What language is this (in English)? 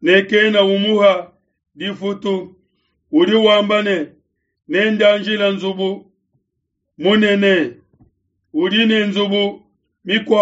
Luba-Lulua